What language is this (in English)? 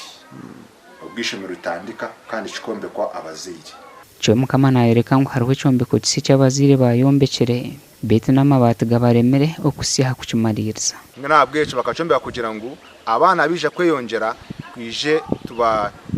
Nyankole